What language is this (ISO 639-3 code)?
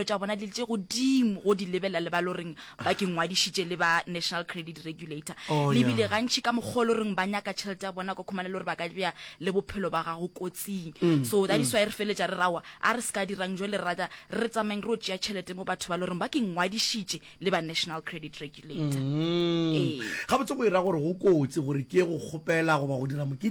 nso